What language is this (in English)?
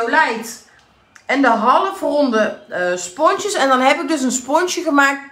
Dutch